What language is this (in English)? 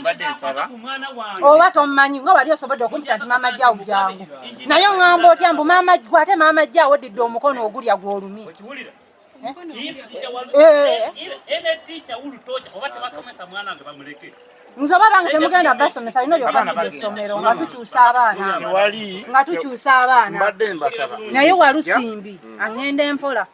Ganda